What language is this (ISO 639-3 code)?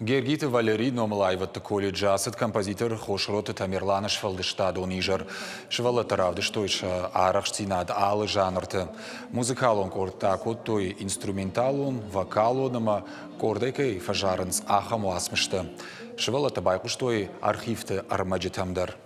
oss